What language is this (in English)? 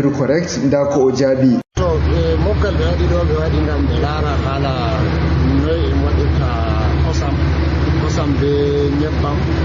Fula